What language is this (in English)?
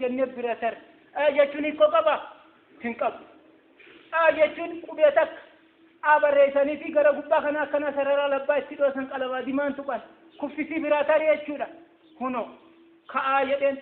Oromo